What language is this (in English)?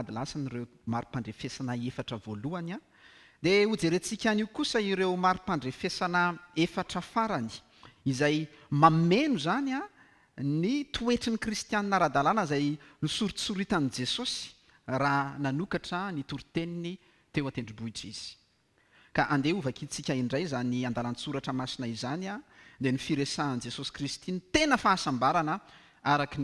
Malagasy